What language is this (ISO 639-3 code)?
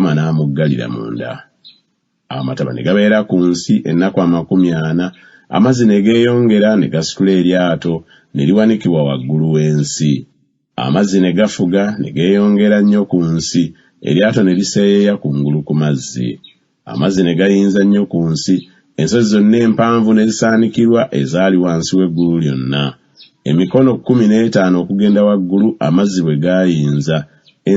lug